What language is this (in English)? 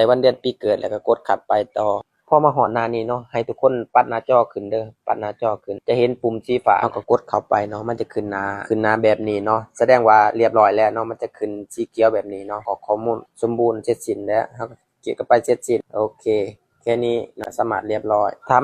Lao